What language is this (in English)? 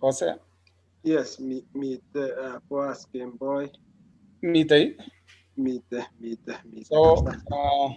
Kalenjin